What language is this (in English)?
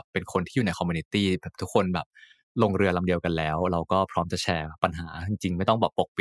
Thai